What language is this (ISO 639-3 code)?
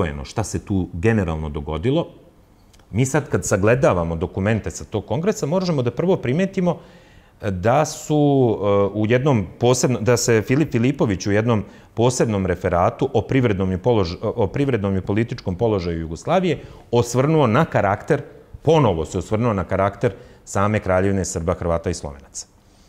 srp